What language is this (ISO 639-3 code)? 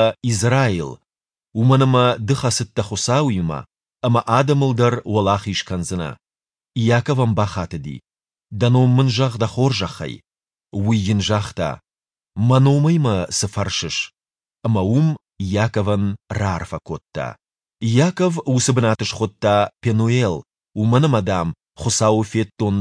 oss